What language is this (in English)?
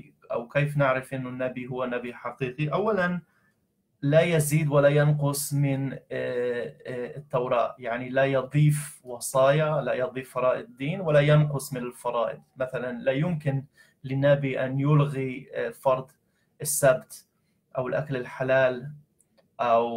Arabic